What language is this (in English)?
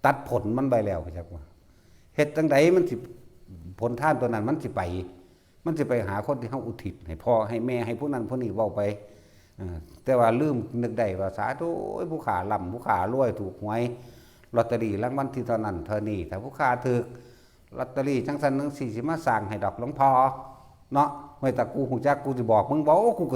Northeastern Thai